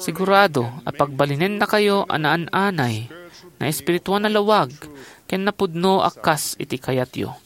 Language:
Iloko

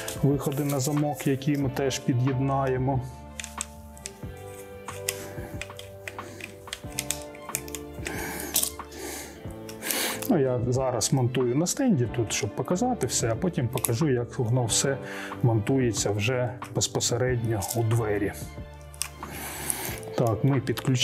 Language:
Ukrainian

